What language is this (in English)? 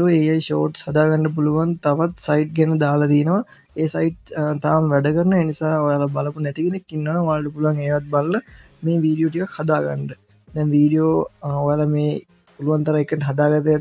Sinhala